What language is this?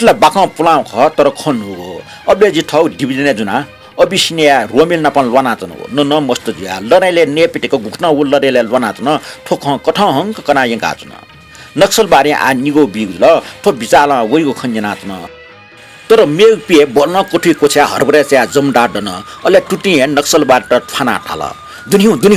Newari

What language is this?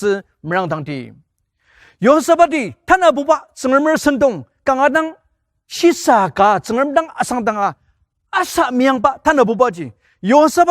Ao Naga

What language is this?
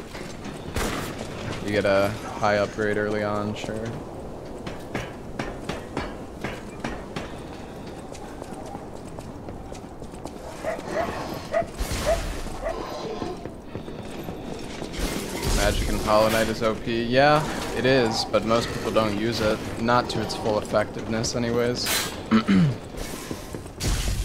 English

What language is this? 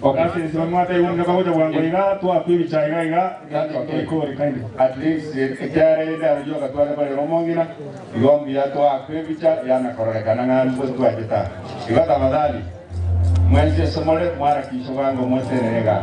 Gusii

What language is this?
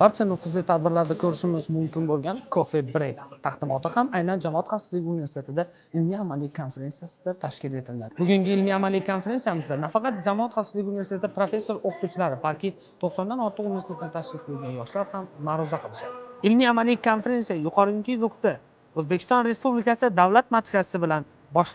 Uzbek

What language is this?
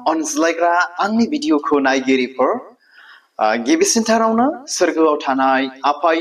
Bodo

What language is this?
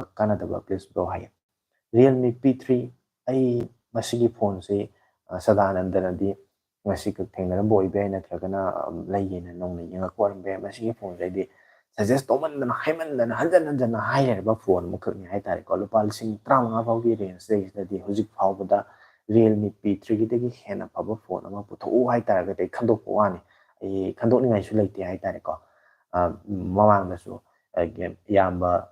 Manipuri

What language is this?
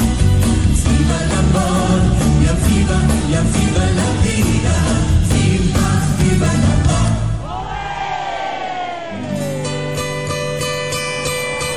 Dutch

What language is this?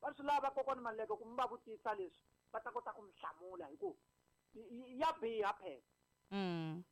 Tsonga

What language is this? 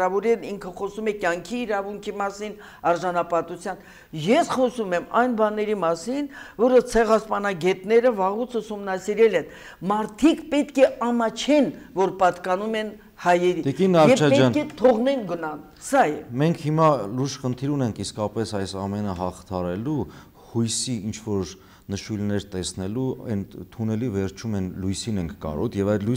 Armenian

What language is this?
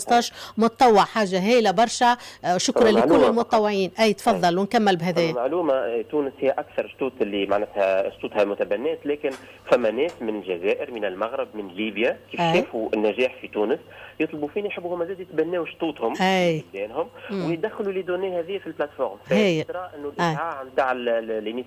Tunisian Arabic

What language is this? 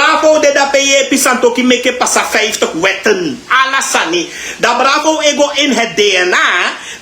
Sranan Tongo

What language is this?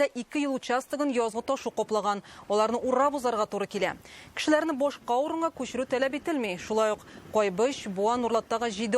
Tatar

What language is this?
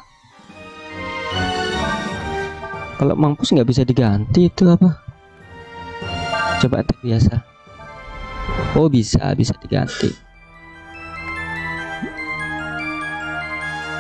Indonesian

